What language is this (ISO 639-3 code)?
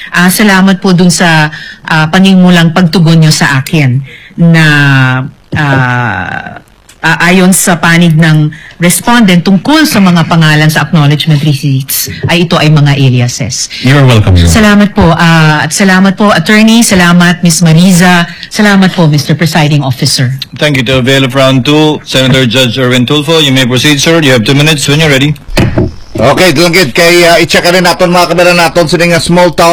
fil